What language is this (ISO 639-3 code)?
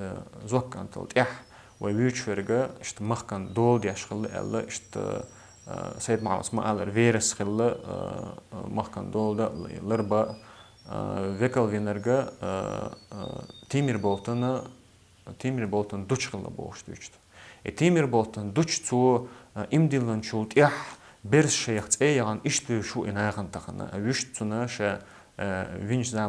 che